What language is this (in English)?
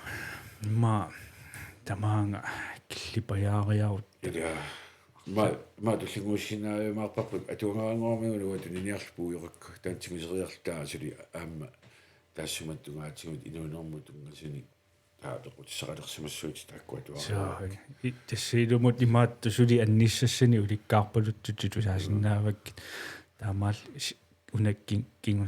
Kalaallisut